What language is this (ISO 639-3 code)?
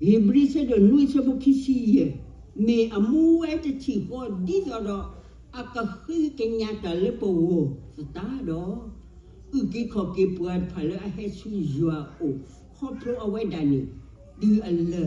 ksw